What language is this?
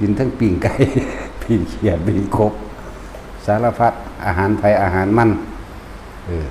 Northeastern Thai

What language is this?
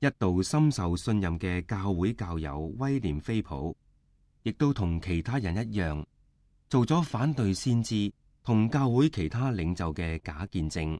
Cantonese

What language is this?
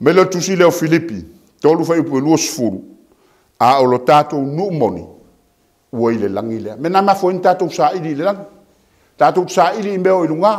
Samoan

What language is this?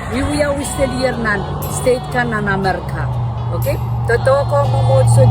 Pohnpeian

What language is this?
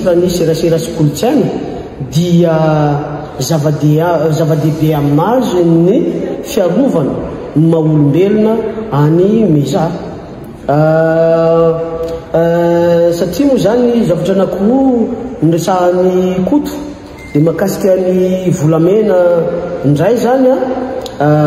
Malagasy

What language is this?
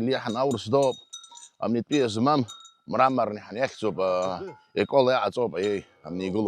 Abkhazian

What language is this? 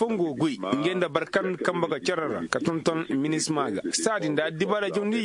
Koyraboro Senni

